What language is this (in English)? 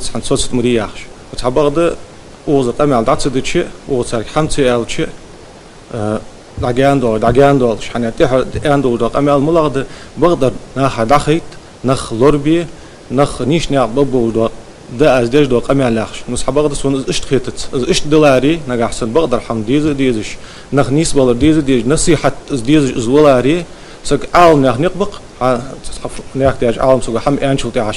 Ingush